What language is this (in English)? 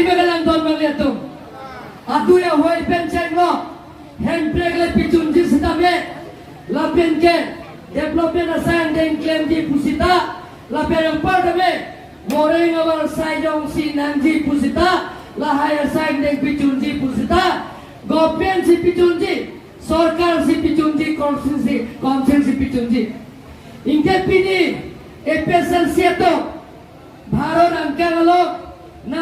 Karbi